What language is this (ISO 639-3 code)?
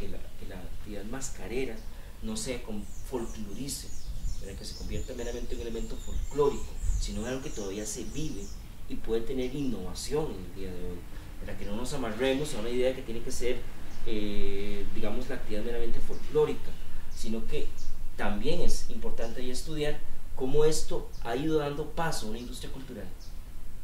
spa